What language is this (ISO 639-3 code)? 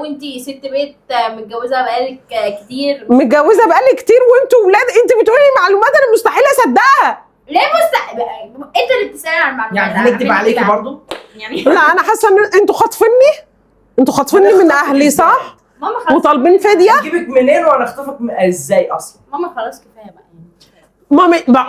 arz